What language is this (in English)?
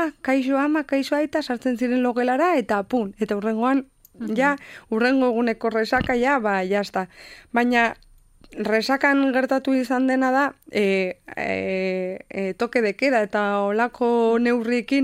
Basque